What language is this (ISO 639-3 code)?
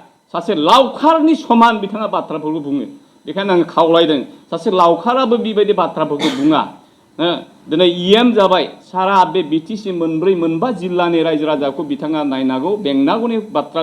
brx